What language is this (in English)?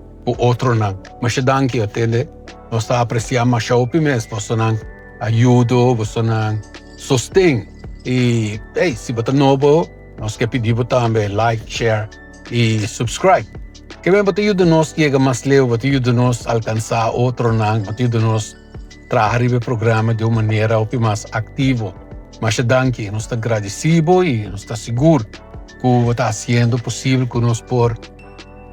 Papiamento